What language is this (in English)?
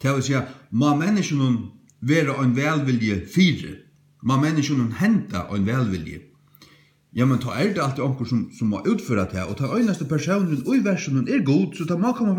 Faroese